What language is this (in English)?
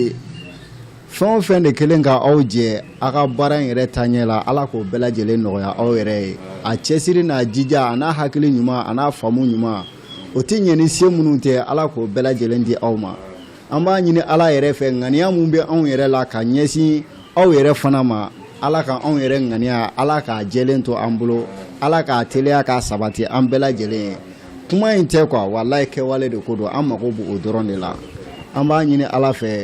Bambara